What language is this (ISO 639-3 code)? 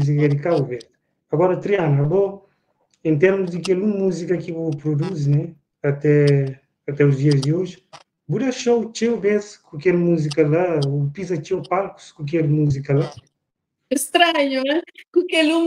kea